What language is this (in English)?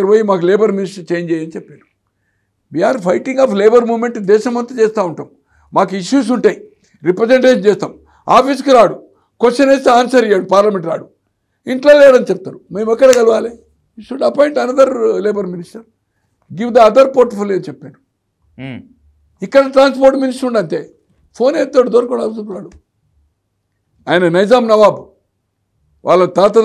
Telugu